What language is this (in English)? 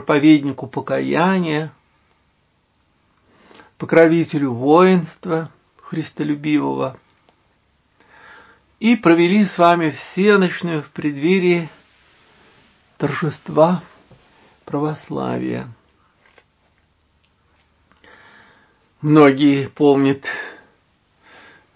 Russian